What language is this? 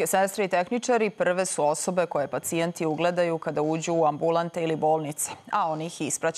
Serbian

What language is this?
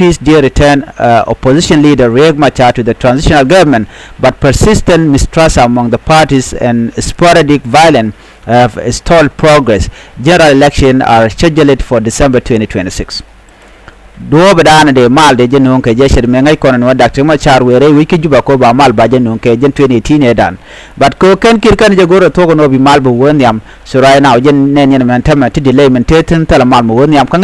Nuer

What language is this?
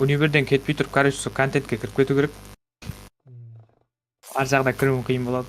Kara-Kalpak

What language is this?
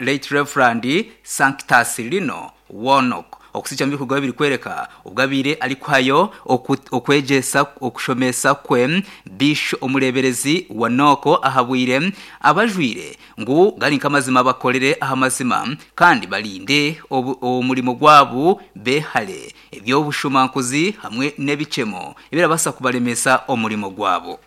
Nyankole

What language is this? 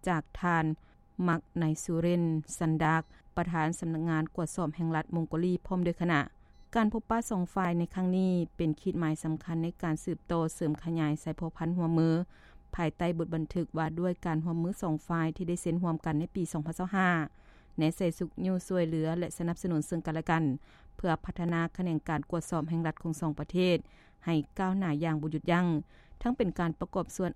Lao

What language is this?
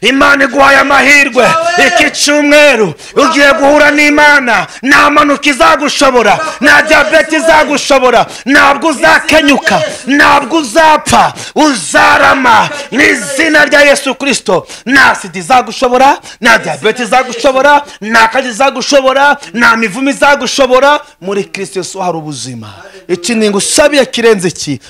Kinyarwanda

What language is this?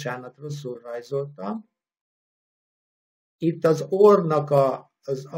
Hungarian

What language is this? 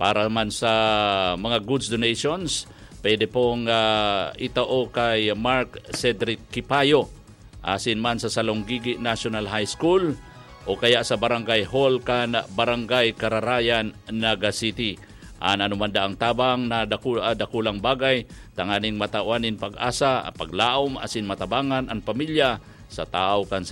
Bikol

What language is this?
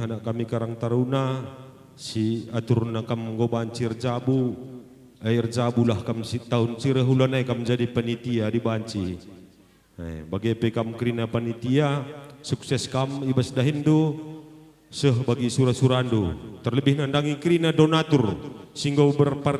Batak Karo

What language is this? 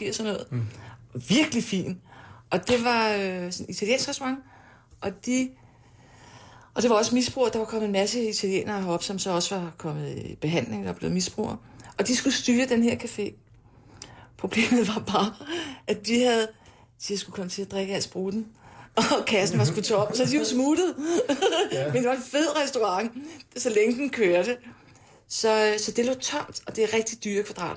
Danish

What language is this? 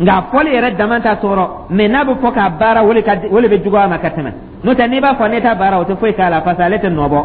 Dyula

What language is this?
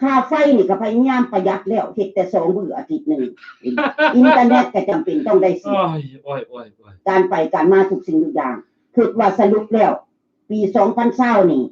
Lao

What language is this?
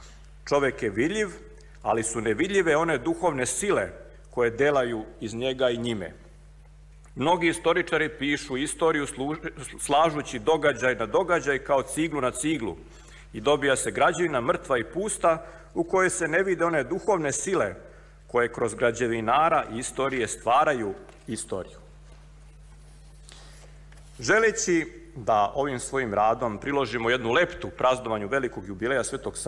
Serbian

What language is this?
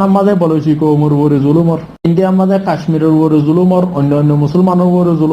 Rohingya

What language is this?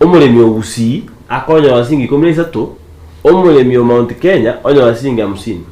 Gusii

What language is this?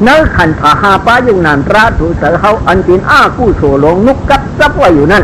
Shan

